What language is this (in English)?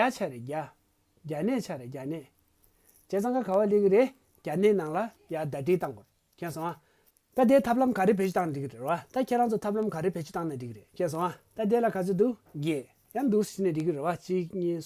Tibetan